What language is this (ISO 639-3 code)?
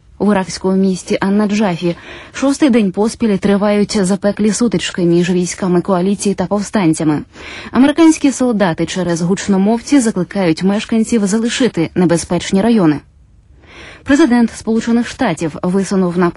ukr